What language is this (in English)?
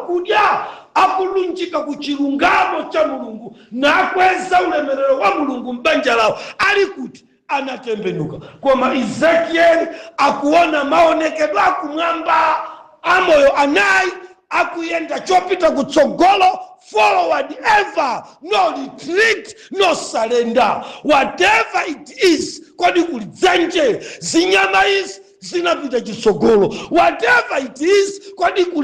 Nyanja